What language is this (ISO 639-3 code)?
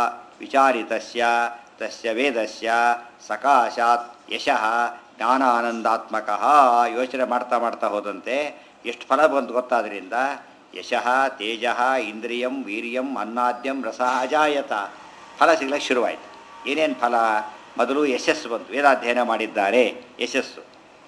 kan